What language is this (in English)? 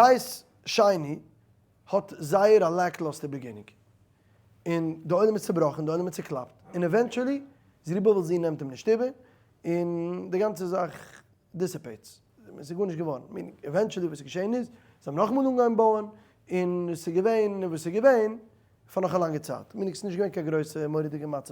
Yiddish